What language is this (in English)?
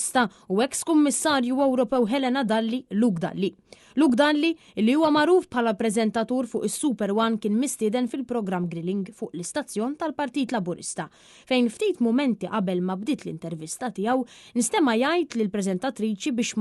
Maltese